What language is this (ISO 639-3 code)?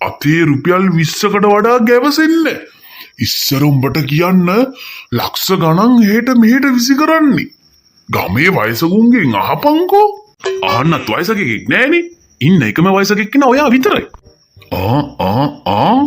sin